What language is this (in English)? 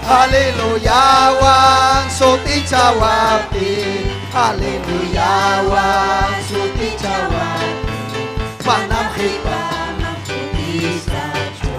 Ayacucho Quechua